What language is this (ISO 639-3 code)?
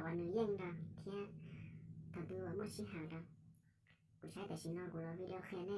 hmn